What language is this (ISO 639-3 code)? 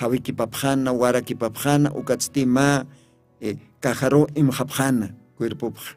aym